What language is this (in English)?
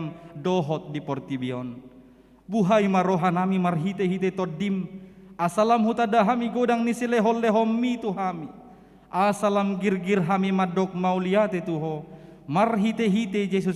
Batak Toba